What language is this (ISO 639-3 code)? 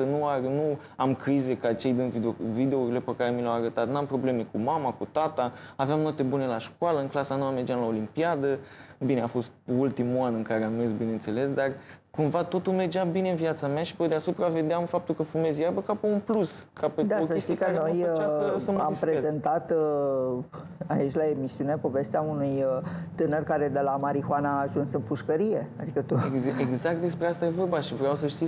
ron